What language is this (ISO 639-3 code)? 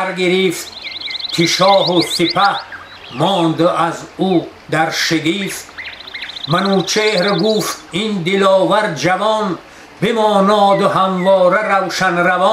tgk